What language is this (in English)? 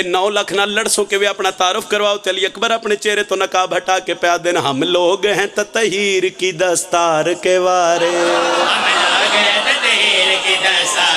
Pahari-Potwari